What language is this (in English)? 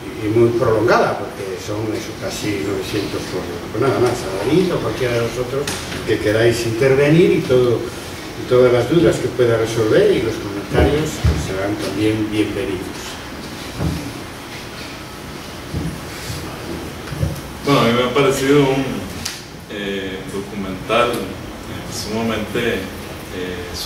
Spanish